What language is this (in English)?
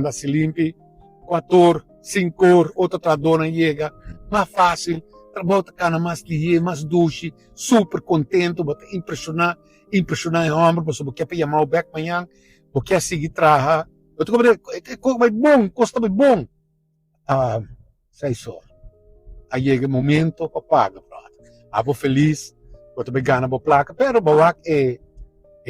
Papiamento